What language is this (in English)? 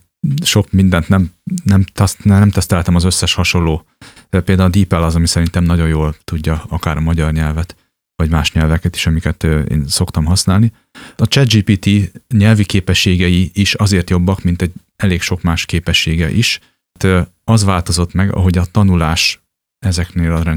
Hungarian